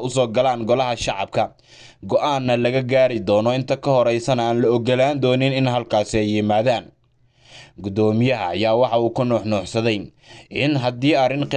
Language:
Somali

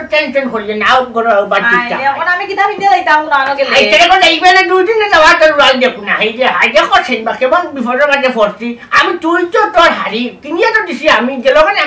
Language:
Sylheti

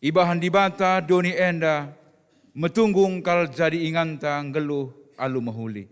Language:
Batak Karo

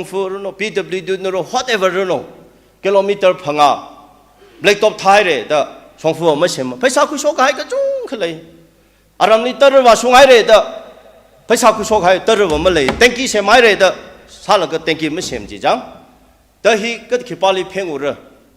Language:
Tangkhul Naga (India)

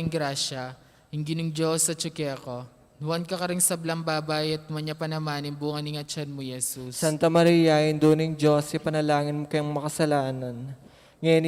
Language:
Pampanga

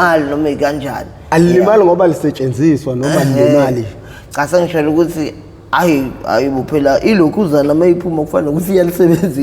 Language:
Zulu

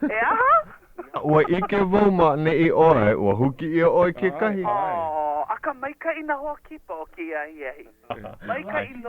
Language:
Hawaiian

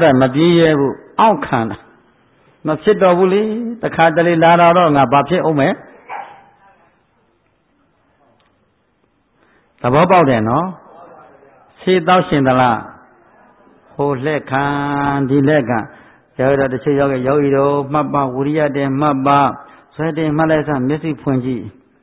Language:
Burmese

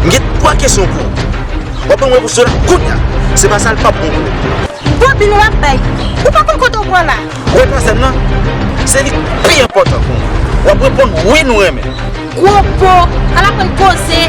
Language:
Haitian Creole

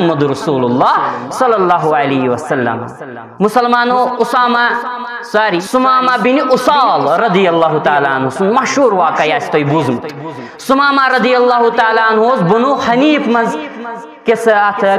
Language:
Kashmiri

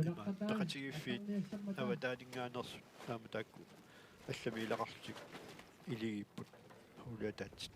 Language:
Kalaallisut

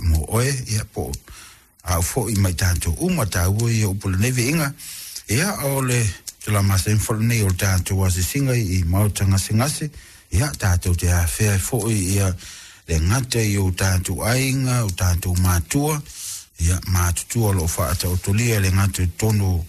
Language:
Samoan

